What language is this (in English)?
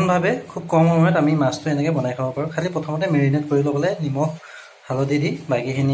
Assamese